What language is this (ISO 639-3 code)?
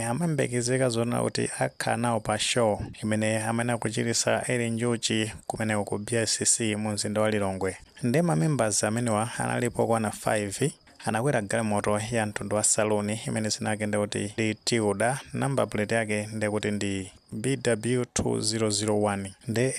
nya